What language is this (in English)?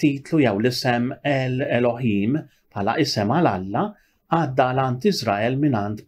Maltese